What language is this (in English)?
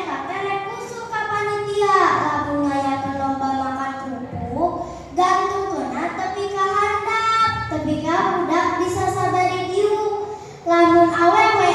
Sundanese